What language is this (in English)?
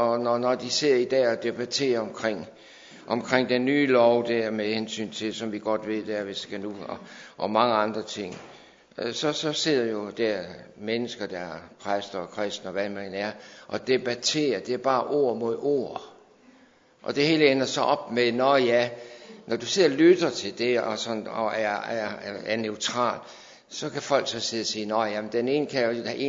Danish